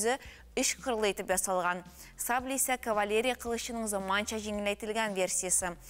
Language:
Tatar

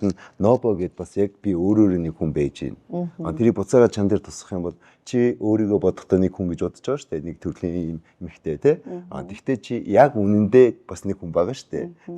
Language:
Mongolian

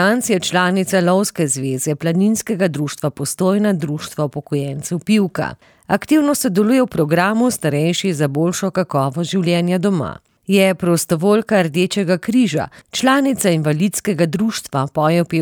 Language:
Slovenian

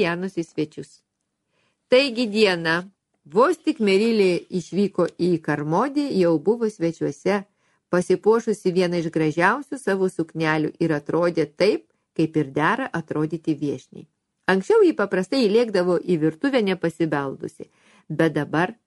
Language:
Lithuanian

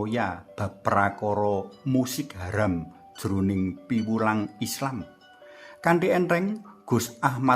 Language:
Javanese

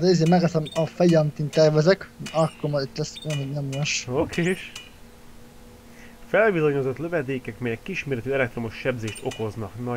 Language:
Hungarian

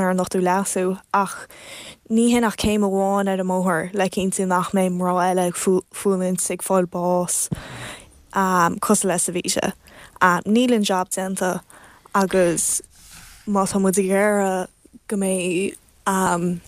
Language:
Irish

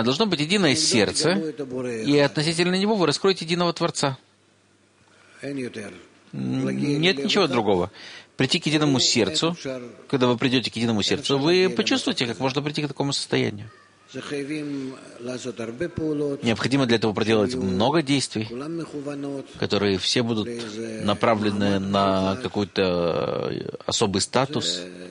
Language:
Russian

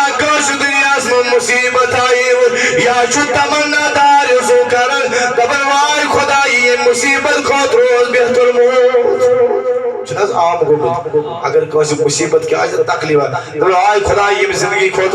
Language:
Kashmiri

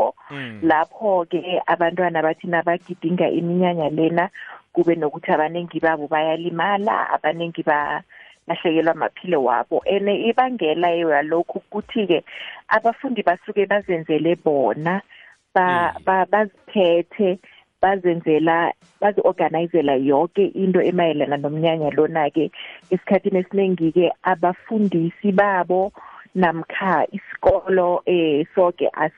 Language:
South Ndebele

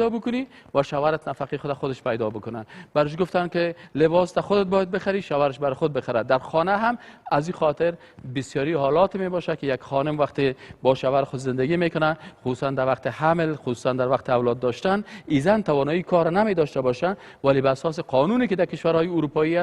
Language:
Persian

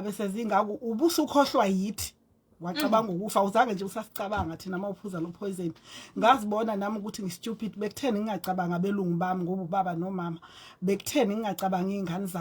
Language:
Zulu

